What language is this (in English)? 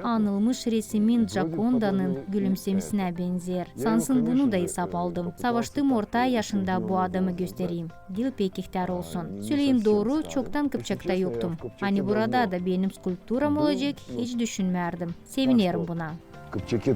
Gagauz